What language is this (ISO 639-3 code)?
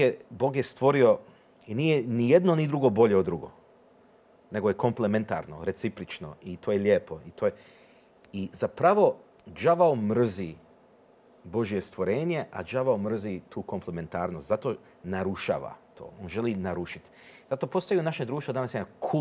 hrv